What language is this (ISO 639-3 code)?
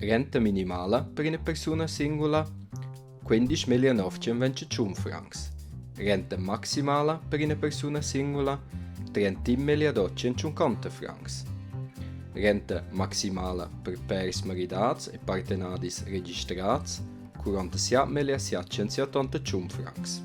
roh